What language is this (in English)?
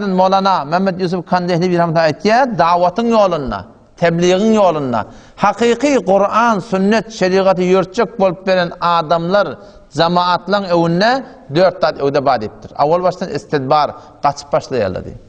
Turkmen